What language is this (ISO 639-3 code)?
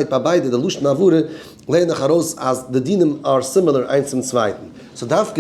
yid